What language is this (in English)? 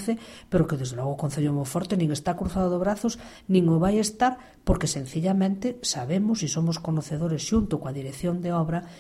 Galician